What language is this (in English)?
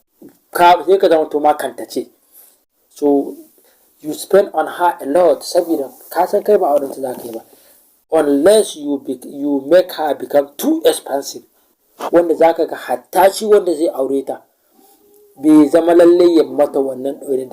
Hausa